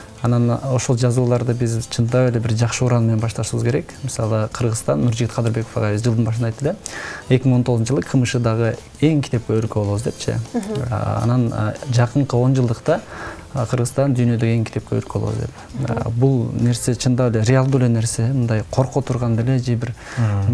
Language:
Kyrgyz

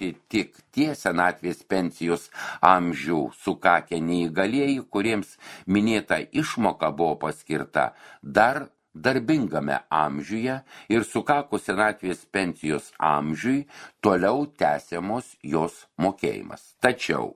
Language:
Lithuanian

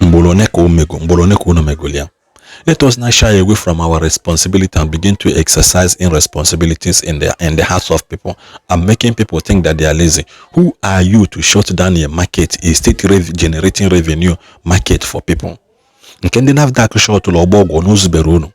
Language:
Igbo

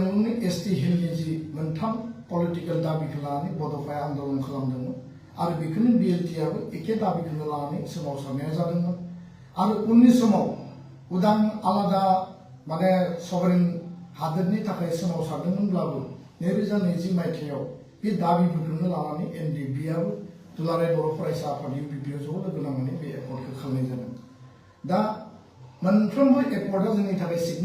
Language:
Bodo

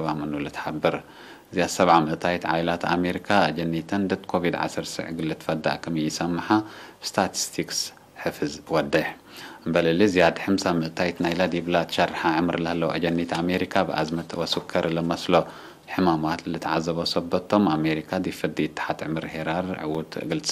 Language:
Tigre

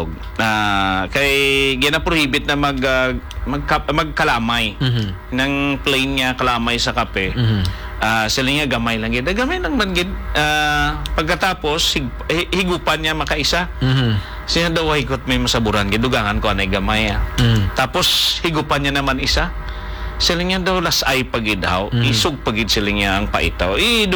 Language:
Hiligaynon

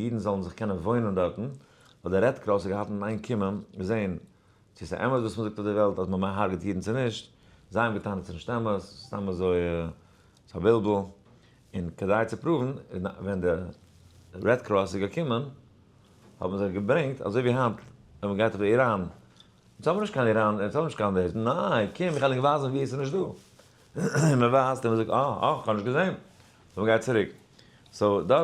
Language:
Yiddish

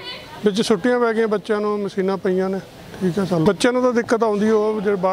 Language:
Punjabi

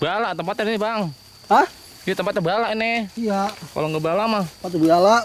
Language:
Betawi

